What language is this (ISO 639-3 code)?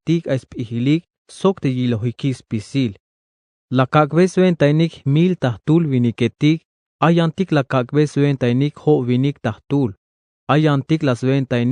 tzh